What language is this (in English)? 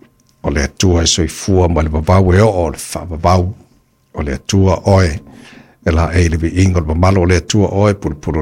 Samoan